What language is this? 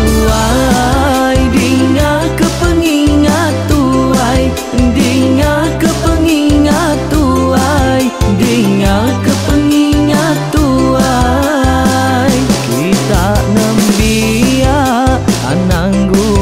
Iban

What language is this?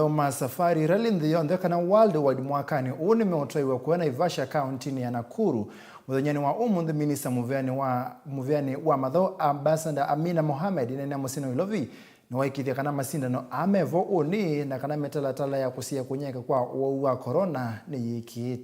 Kamba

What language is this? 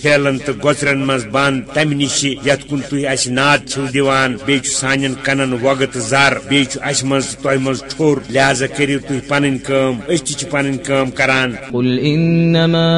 Kashmiri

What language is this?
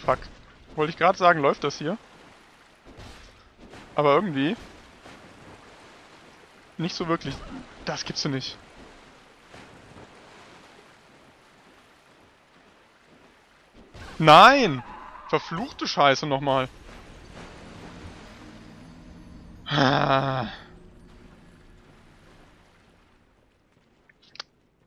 German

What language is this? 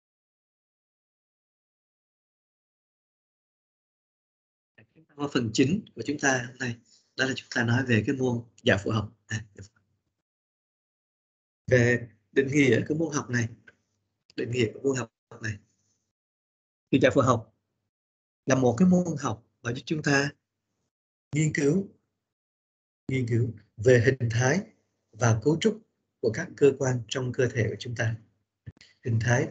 Vietnamese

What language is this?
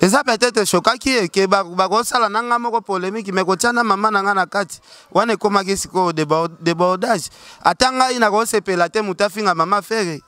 Lingala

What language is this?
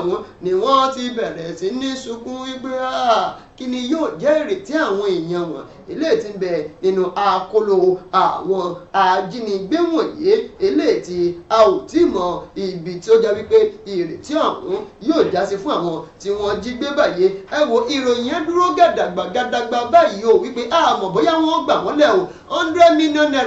Yoruba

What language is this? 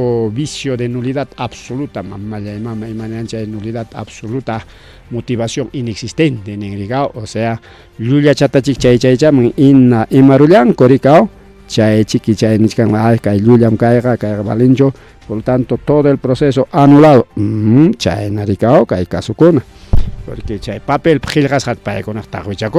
Ayacucho Quechua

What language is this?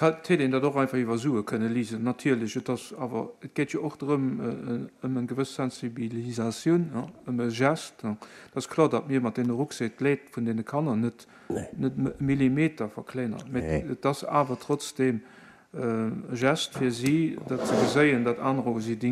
Luxembourgish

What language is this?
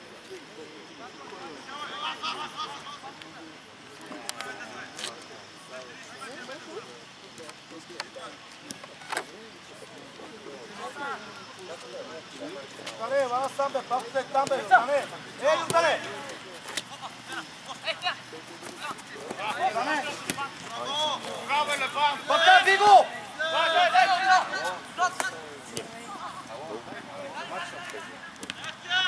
Bulgarian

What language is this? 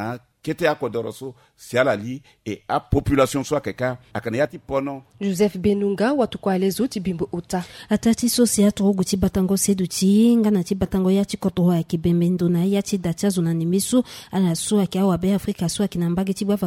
Sango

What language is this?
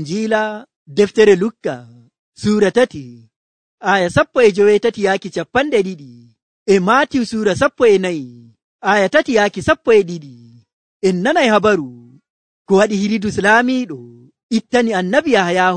Nigerian Fulfulde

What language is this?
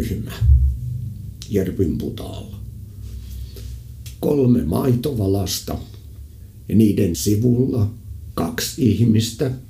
Finnish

